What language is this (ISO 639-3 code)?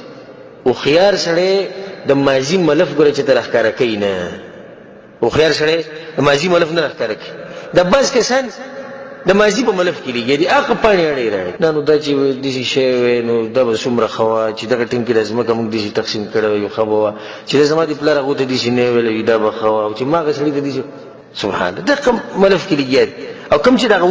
pus